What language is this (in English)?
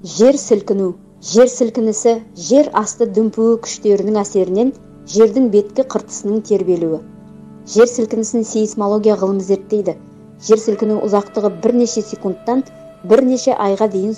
Kazakh